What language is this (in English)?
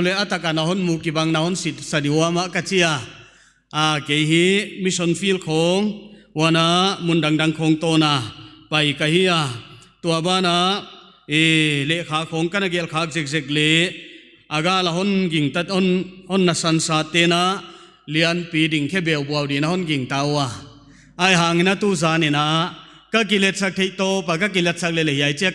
Paite Chin